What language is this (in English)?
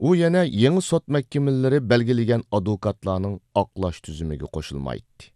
Uyghur